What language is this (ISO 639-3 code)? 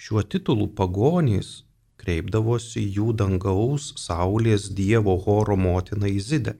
lit